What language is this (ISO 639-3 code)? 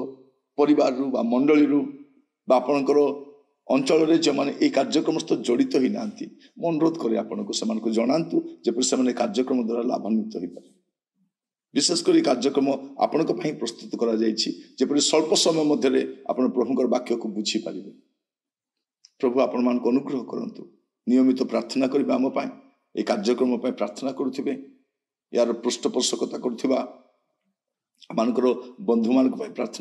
ori